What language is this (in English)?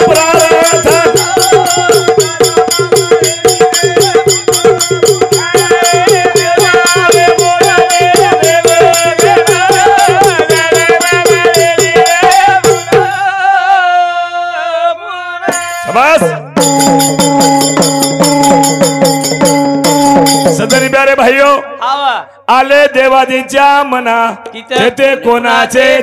Lambadi